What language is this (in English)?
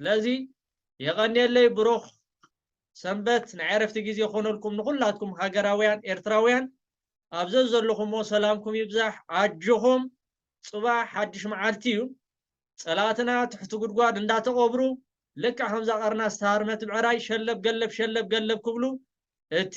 Tigrinya